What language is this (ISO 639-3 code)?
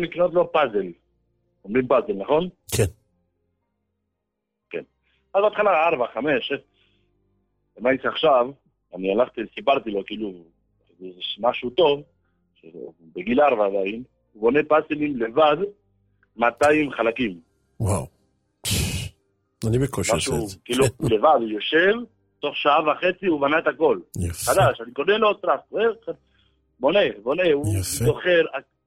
heb